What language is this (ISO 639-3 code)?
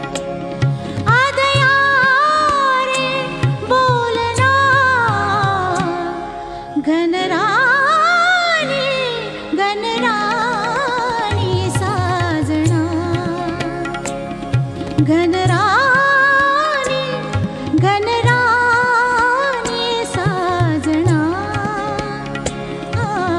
mar